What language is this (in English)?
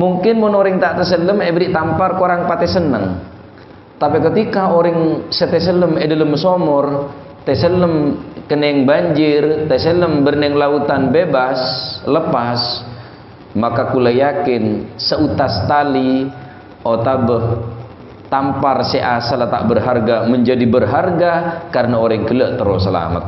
Madurese